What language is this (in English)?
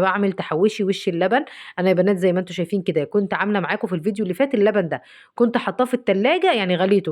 Egyptian Arabic